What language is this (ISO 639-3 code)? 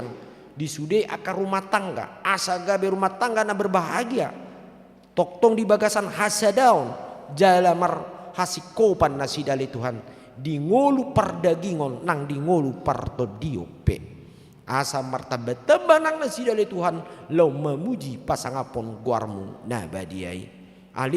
bbc